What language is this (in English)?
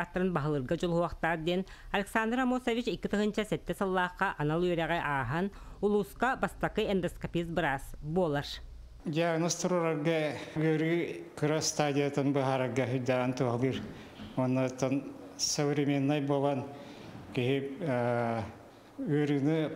Yakut